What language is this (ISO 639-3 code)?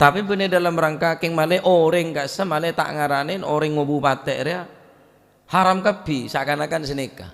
mad